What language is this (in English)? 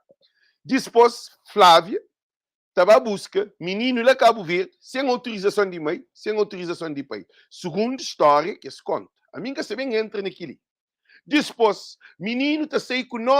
Kabuverdianu